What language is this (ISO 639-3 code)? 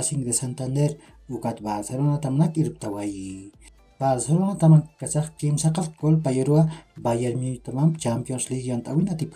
aym